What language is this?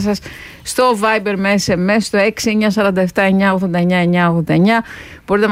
Greek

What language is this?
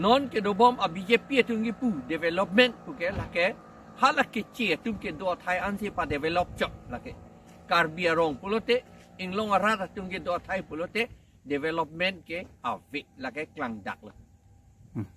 Karbi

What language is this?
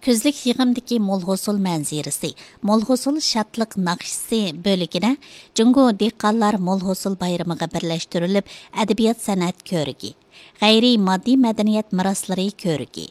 Uyghur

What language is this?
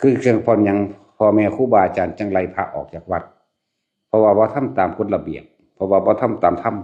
Lao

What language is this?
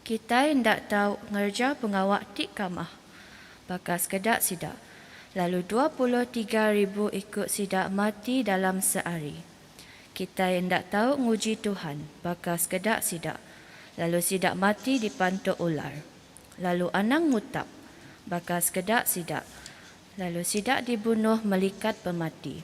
Iban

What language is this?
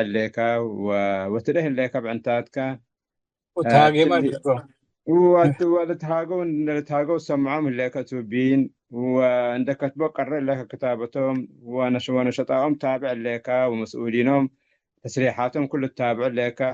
Tigre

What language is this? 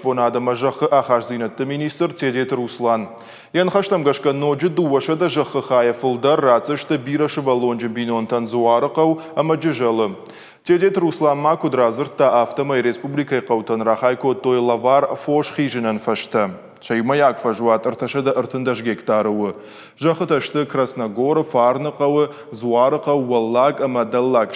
Ossetic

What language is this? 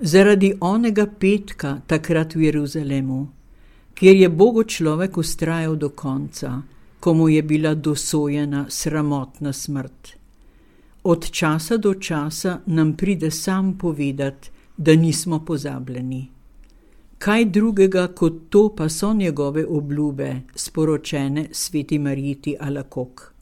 Slovenian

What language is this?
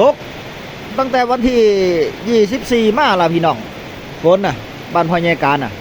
Northeastern Thai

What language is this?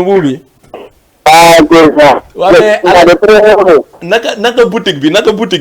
Fula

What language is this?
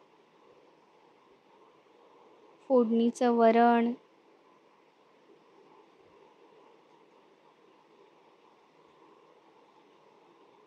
Marathi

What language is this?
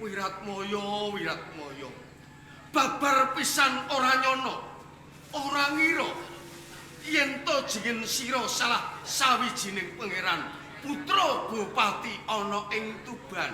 Javanese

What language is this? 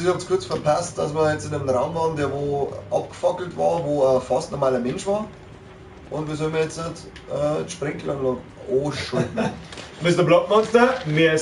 Bavarian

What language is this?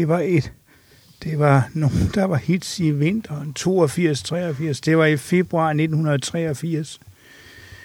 Danish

